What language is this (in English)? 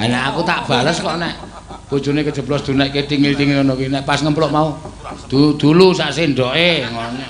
Javanese